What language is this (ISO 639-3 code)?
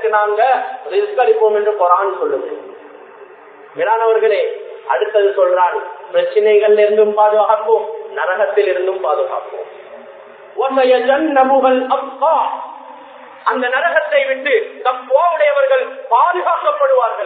tam